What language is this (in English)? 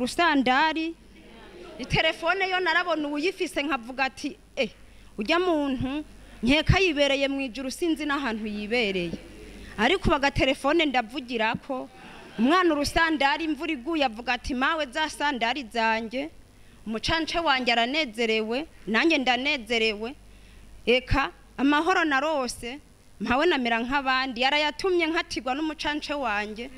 Rundi